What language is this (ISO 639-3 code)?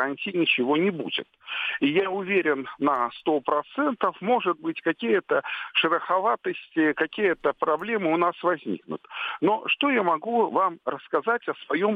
rus